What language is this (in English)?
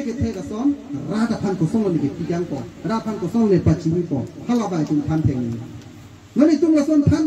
Karbi